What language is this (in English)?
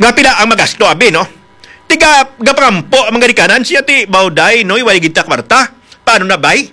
Hiligaynon